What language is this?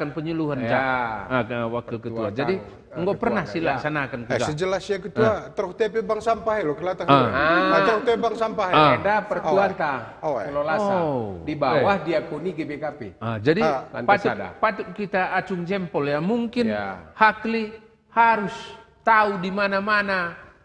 Batak Karo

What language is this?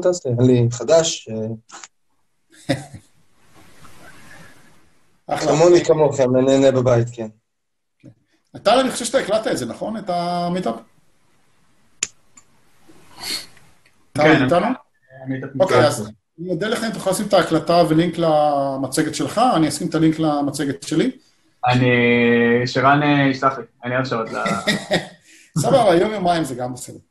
Hebrew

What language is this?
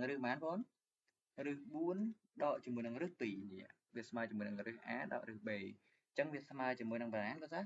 Khmer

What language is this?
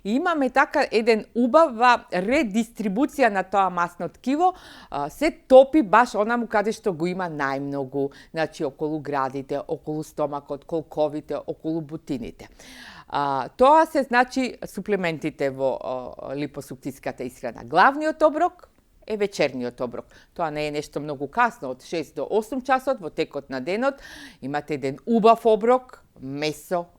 Macedonian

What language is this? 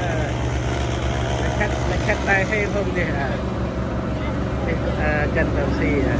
Central Mnong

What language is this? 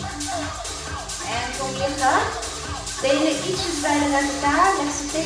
Dutch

